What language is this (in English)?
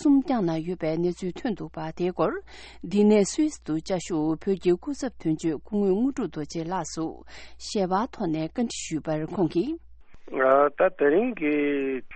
Tibetan